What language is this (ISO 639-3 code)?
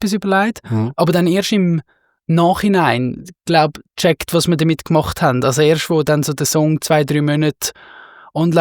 gsw